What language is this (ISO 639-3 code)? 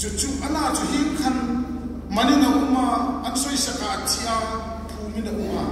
hmr